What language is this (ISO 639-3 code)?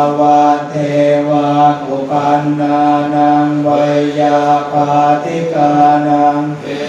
pli